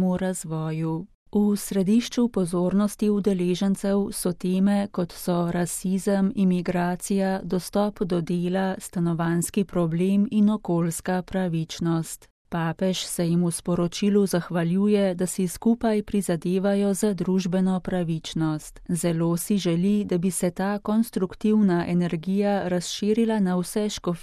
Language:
Slovenian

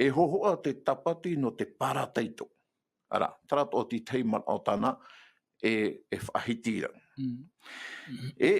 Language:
Tahitian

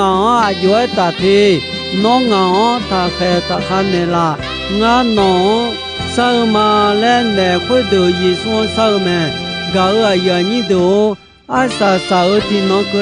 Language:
Akha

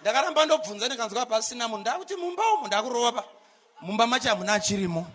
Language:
Shona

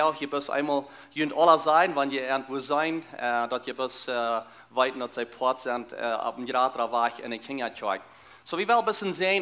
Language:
Plautdietsch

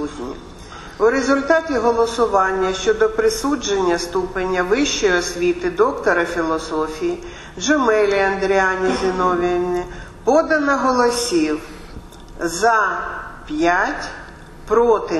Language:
Ukrainian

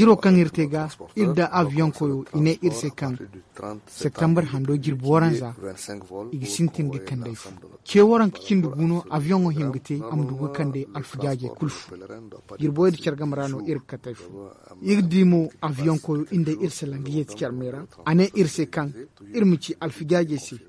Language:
Zarma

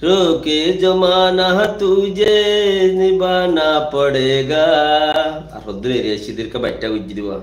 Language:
Rohingya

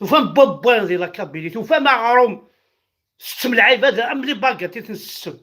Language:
Kabyle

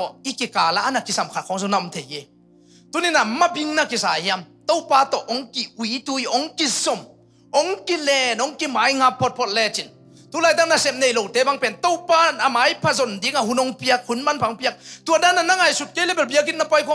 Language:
Tedim Chin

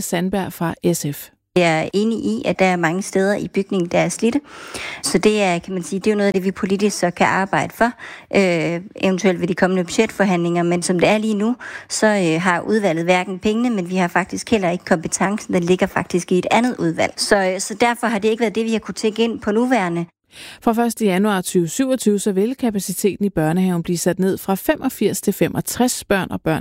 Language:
Danish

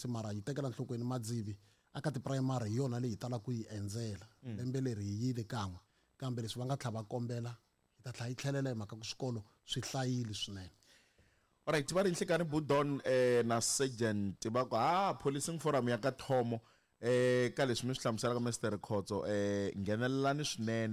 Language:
Tsonga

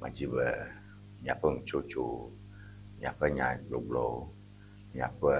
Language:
Ewe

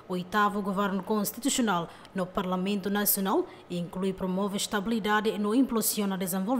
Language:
Tetum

